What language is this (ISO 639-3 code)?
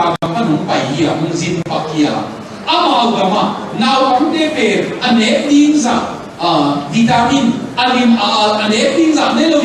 ctd